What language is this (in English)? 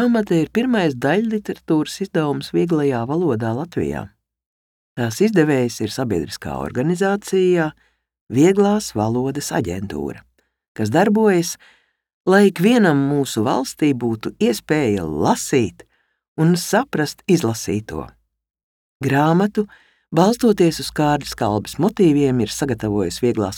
Latvian